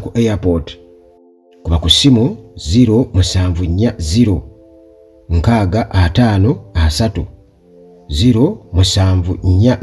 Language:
Ganda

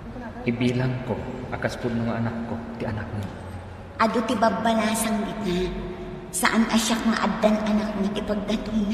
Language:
Iloko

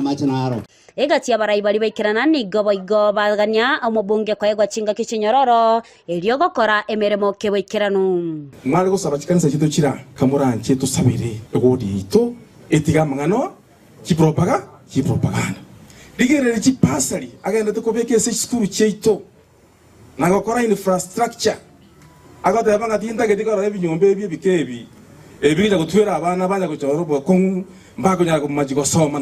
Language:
Gusii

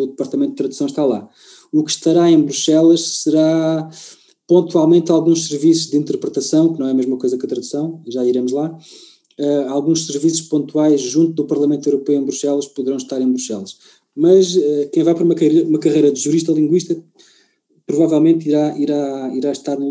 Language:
Portuguese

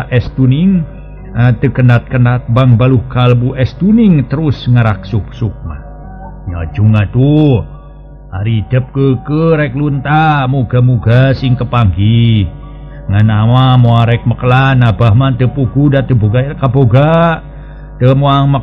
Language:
Sundanese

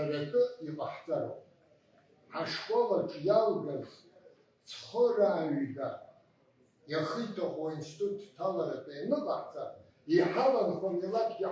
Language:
Abkhazian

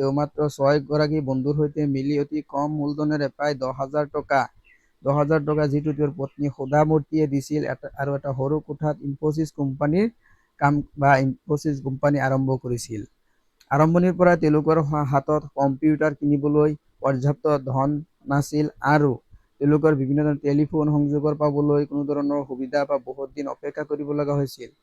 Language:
Assamese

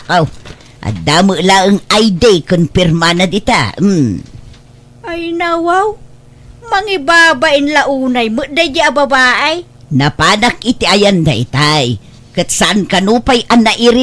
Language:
Iloko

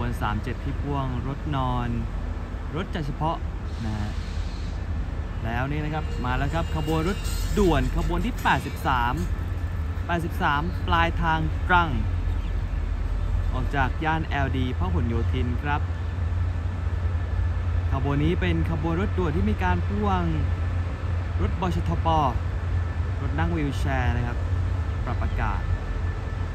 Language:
Thai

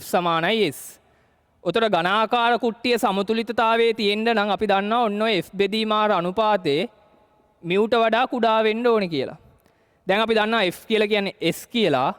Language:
Sinhala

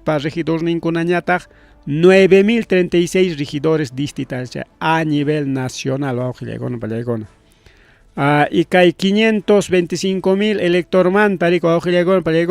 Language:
Ayacucho Quechua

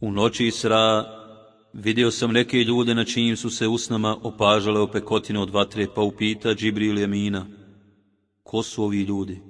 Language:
Bosnian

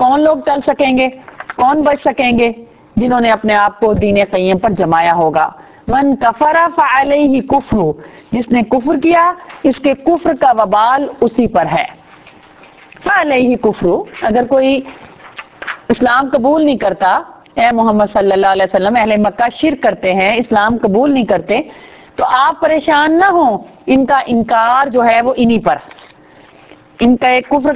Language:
Urdu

